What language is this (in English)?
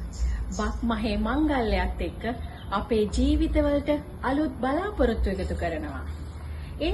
Sinhala